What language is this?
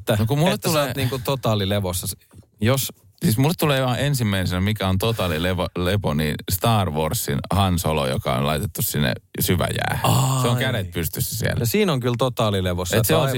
Finnish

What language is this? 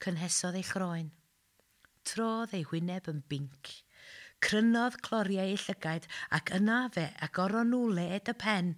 Welsh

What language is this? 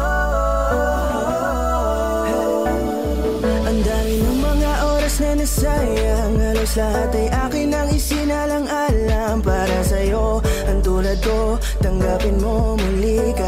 Filipino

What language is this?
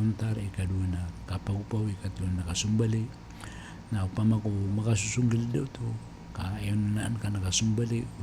Maranao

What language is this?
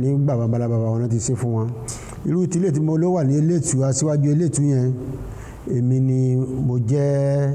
Yoruba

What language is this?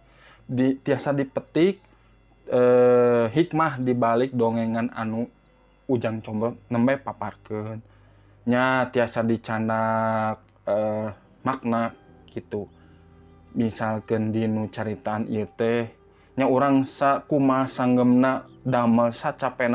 Sundanese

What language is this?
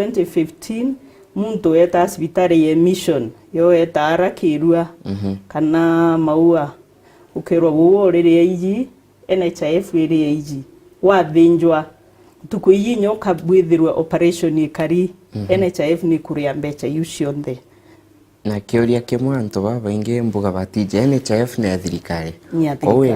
Meru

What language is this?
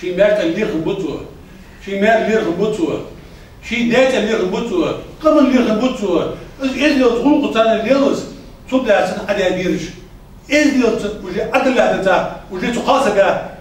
Ingush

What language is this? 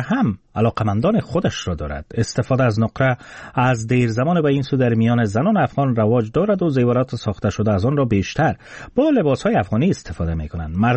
Persian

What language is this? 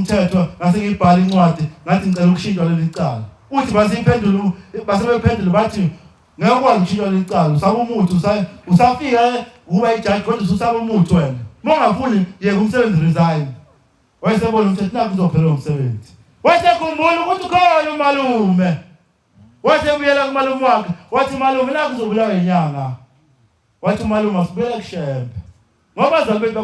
Zulu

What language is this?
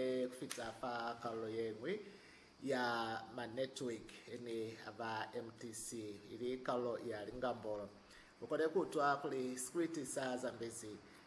Lozi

